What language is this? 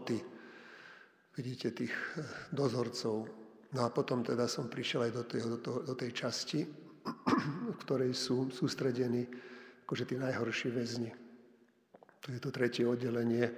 Slovak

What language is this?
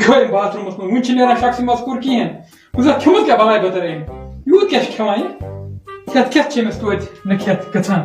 Kashmiri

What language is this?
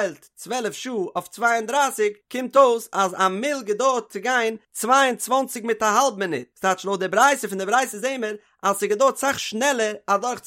Yiddish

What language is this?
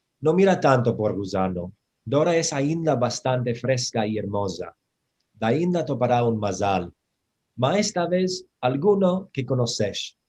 Ladino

